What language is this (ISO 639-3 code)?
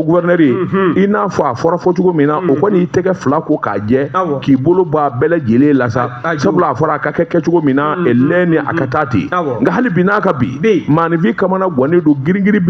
bam